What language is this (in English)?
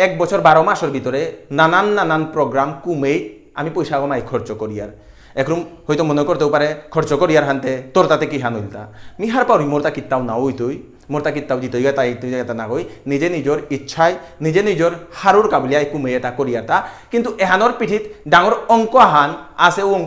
Bishnupriya